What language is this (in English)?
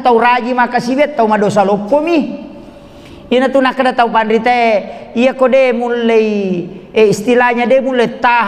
Buginese